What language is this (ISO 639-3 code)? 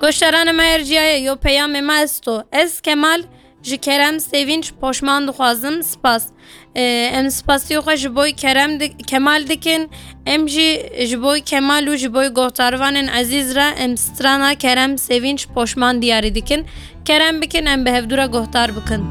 kur